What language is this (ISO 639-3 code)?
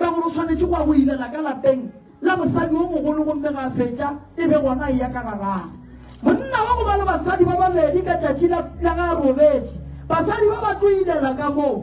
nso